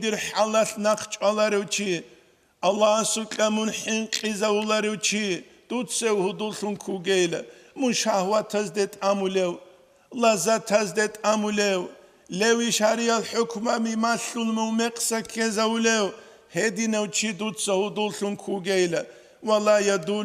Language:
Avaric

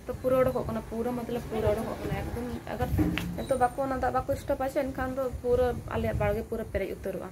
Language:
Santali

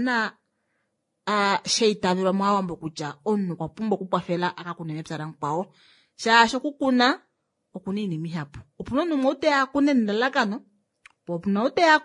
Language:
Kuanyama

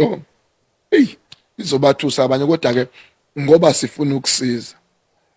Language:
Zulu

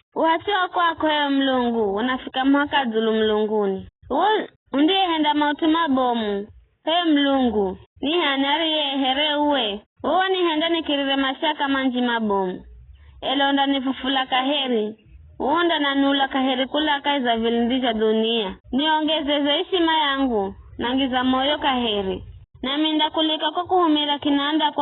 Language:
Giryama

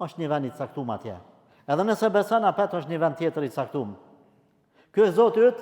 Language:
Albanian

